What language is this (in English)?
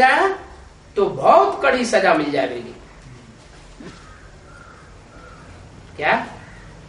Hindi